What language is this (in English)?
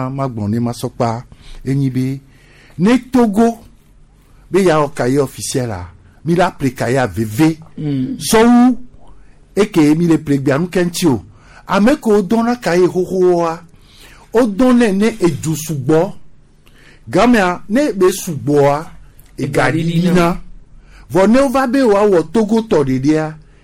Gen